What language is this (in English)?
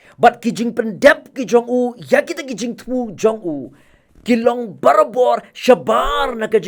Khasi